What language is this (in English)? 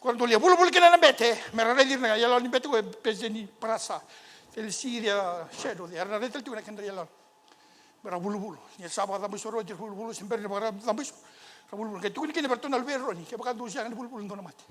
Fijian